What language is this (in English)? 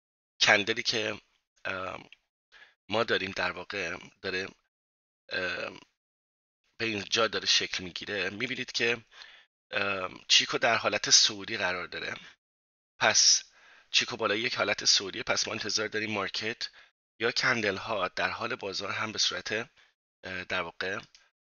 Persian